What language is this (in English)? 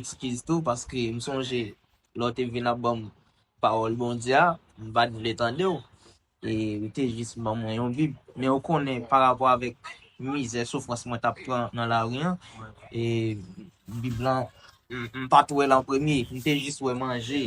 Haitian Creole